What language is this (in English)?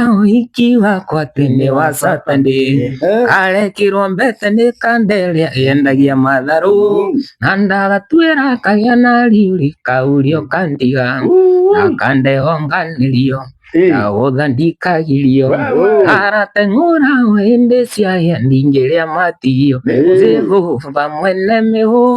Kikuyu